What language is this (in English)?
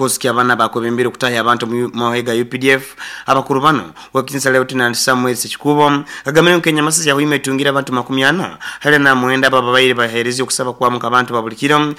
Nyoro